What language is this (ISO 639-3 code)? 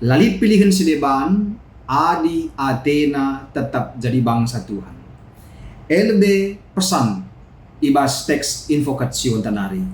btx